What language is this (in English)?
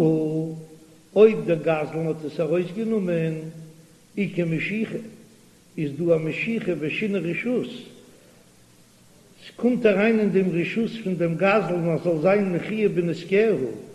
Yiddish